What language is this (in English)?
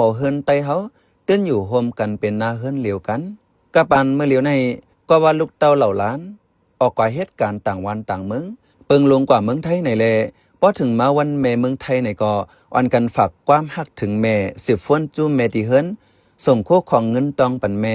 Shan